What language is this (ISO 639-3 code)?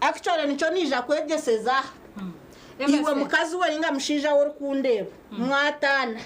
nyn